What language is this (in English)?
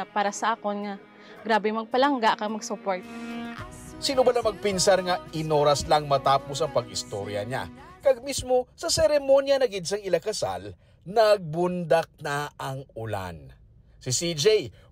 Hiligaynon